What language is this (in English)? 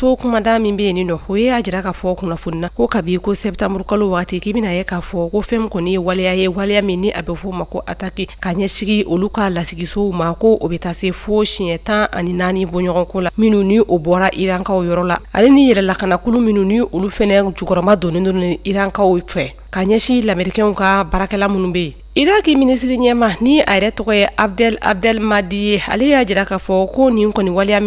Bambara